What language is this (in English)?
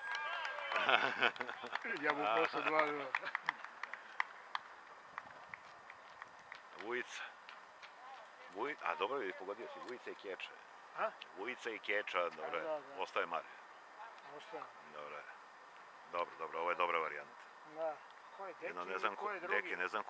Serbian